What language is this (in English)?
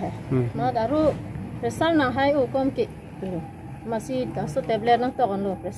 Karbi